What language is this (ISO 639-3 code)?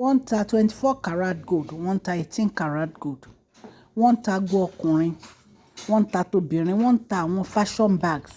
yor